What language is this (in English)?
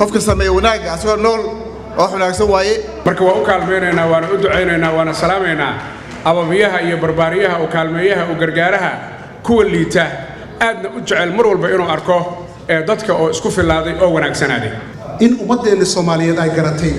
Somali